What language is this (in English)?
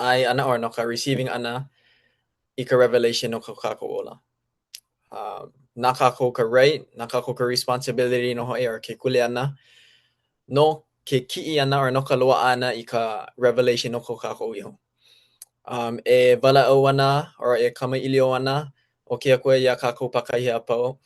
Hawaiian